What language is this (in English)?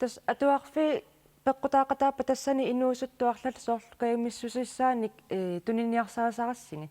Kalaallisut